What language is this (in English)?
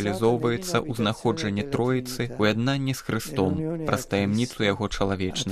Belarusian